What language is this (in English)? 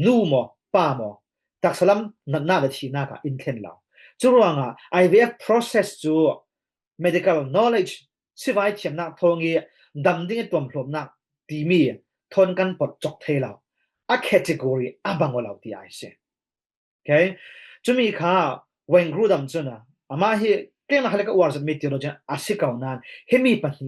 Falam Chin